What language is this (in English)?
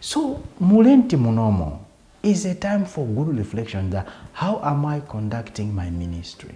Nyanja